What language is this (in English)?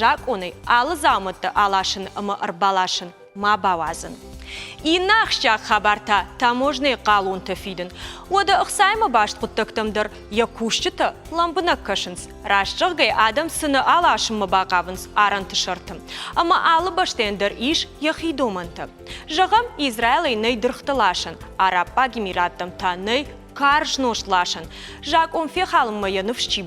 Ossetic